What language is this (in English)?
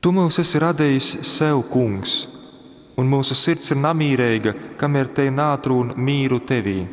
Latgalian